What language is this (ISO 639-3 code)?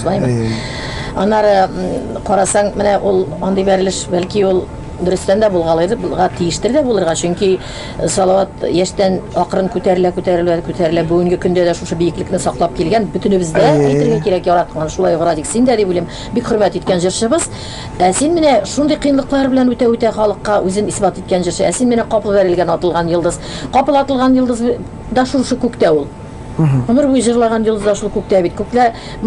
tat